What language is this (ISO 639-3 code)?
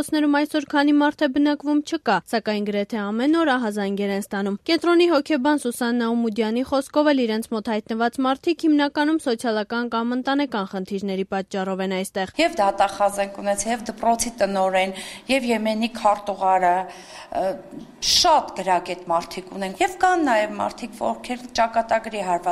hye